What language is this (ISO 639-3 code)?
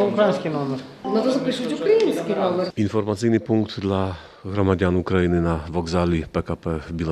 ukr